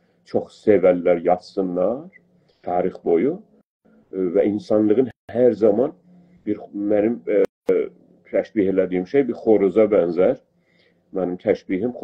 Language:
South Azerbaijani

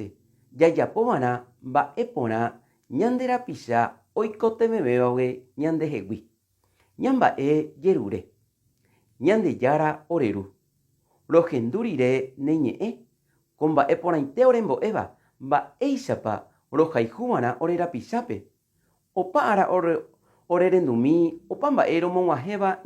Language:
Guarani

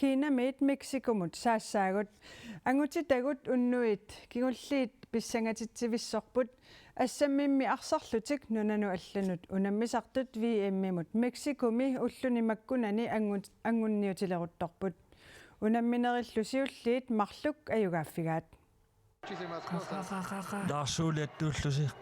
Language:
Kalaallisut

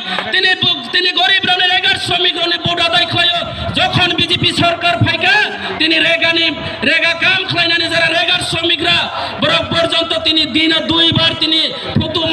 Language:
Kok Borok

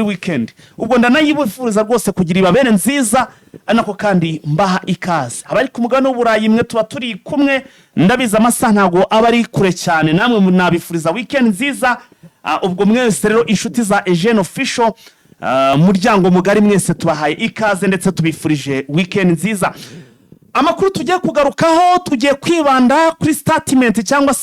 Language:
Kinyarwanda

